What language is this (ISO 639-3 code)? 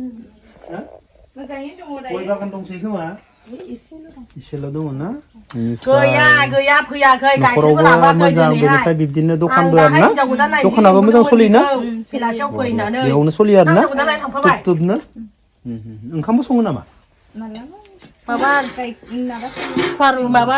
brx